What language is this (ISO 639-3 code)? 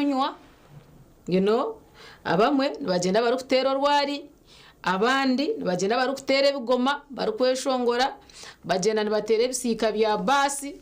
nyn